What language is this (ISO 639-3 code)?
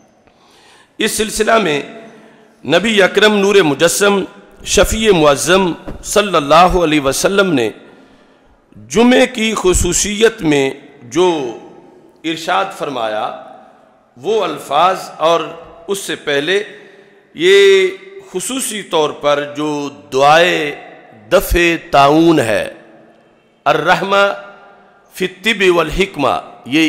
urd